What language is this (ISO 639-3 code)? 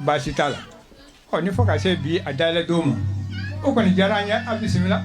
bam